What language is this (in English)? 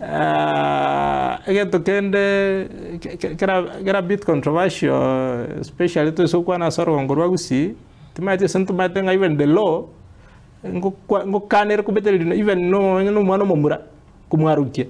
Gusii